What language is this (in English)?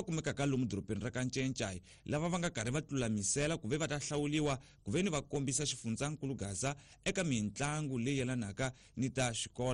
Tsonga